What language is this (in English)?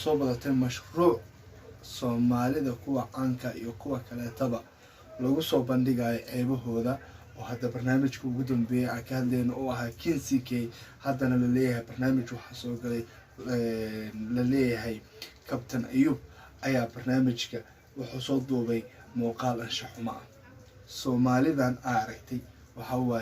Somali